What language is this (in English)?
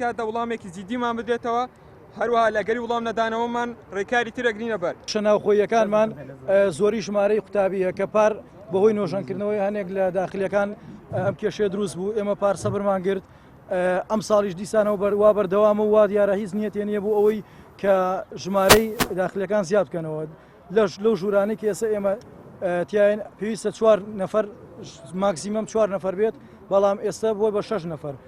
Central Kurdish